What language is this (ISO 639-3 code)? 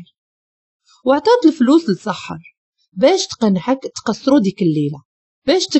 ary